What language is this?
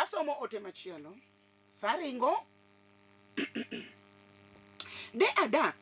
Luo (Kenya and Tanzania)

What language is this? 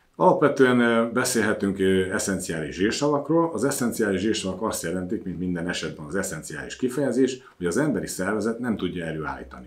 Hungarian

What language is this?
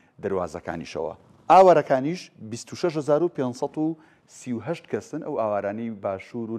Central Kurdish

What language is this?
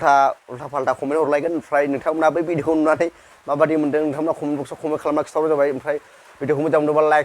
Bodo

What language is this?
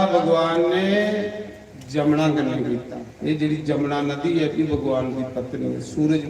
Dogri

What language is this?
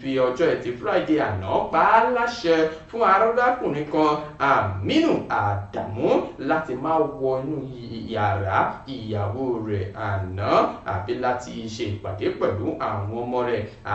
Yoruba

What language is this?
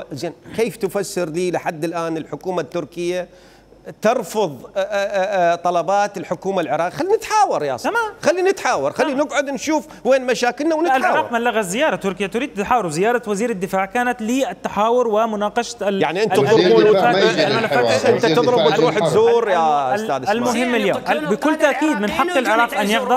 Mesopotamian Arabic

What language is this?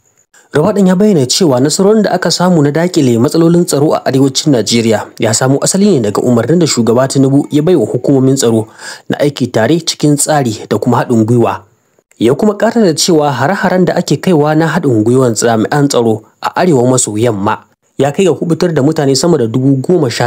Hausa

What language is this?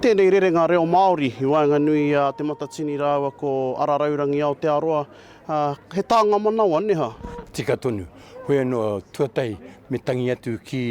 Māori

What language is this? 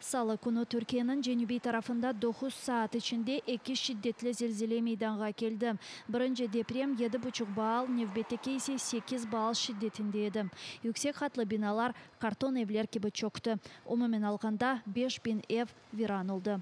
Crimean Tatar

